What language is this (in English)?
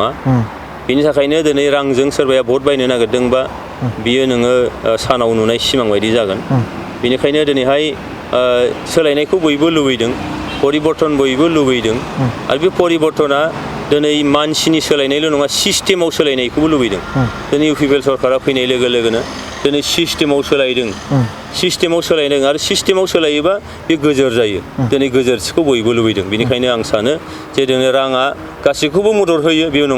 Bodo